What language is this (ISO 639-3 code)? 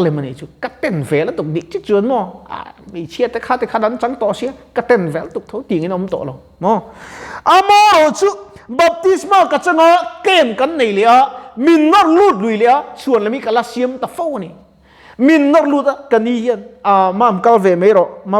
lus